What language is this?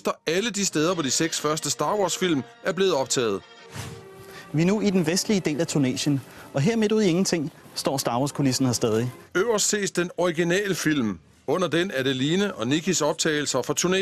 Danish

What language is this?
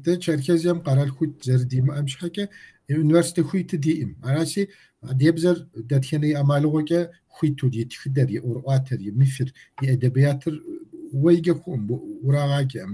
Kabardian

